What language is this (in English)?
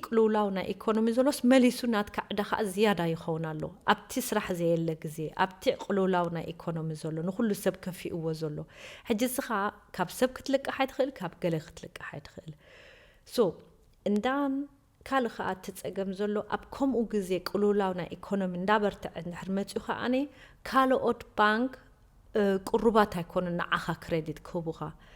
Tigrinya